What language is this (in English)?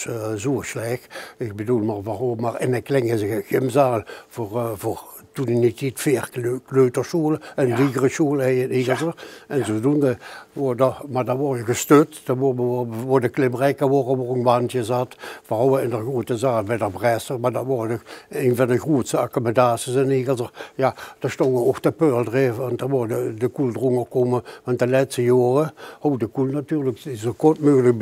Limburgish